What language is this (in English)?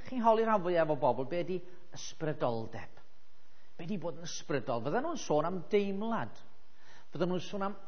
Welsh